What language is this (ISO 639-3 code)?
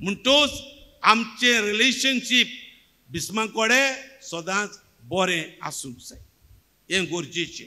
kok